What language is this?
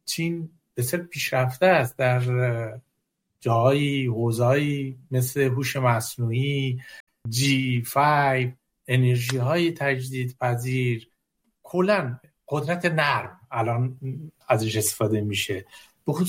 Persian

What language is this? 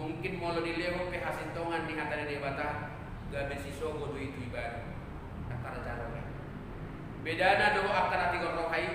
Batak Toba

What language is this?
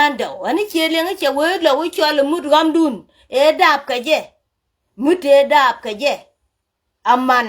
Nuer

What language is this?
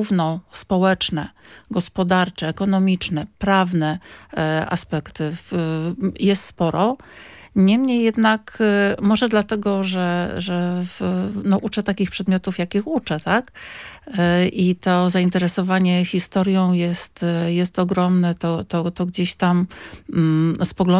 Polish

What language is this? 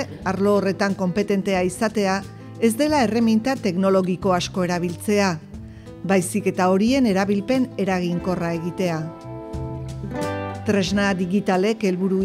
Basque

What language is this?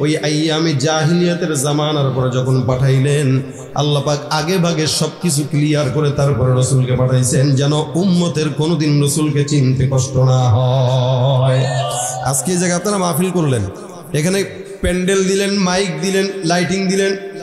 Bangla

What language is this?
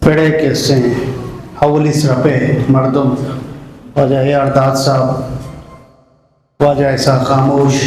Eastern Balochi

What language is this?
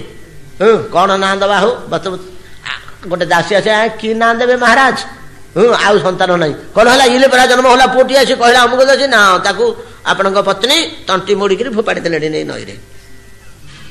Odia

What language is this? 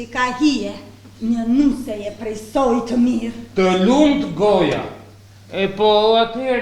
Albanian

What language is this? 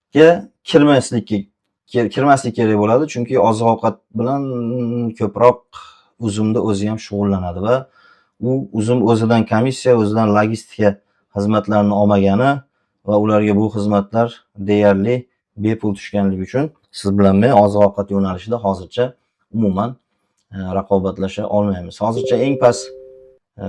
Uzbek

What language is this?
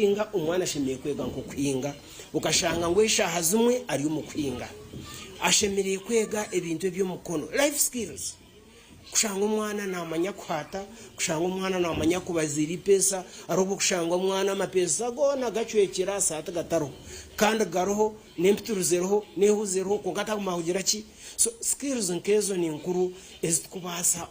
Nyankole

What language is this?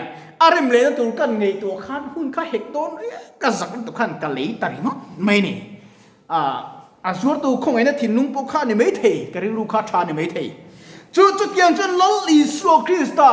Mizo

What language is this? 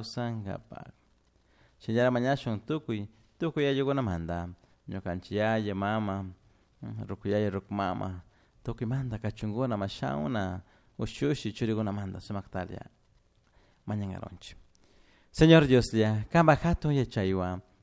Chimborazo Highland Quichua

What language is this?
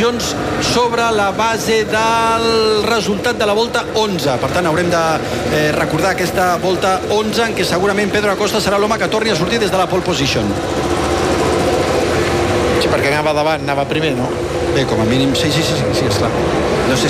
Catalan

